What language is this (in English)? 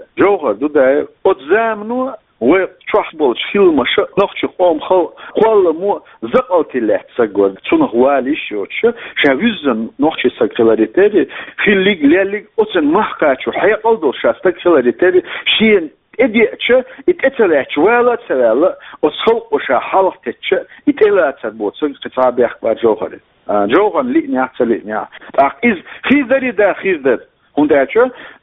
Chechen